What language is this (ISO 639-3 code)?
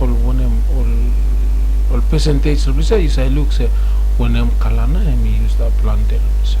bis